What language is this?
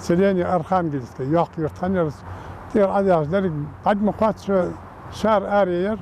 Ingush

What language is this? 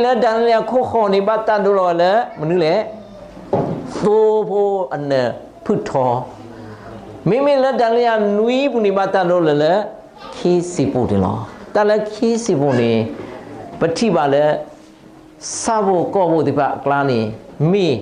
S'gaw Karen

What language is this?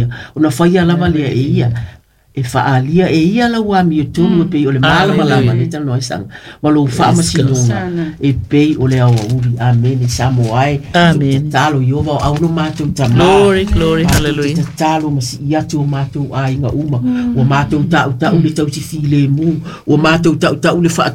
Samoan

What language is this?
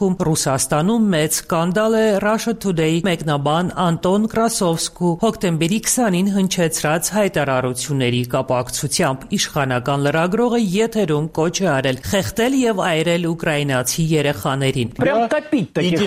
Armenian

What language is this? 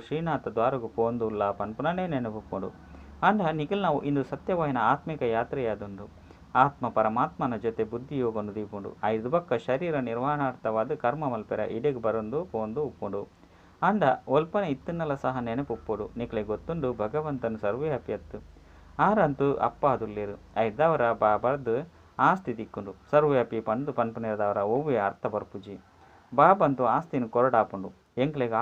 Tulu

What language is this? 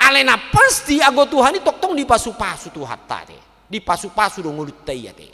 Batak Toba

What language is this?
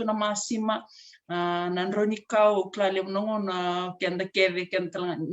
Fijian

